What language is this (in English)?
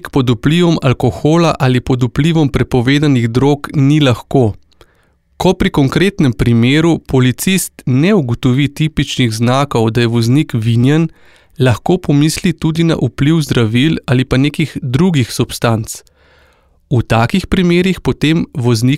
Slovenian